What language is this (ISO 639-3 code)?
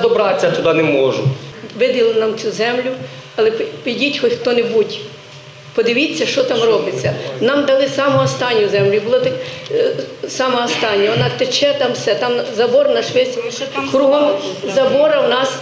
ukr